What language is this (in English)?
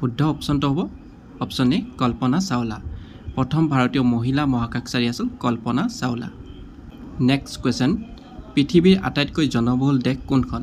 Assamese